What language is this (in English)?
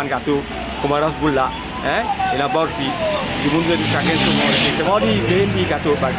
Morisyen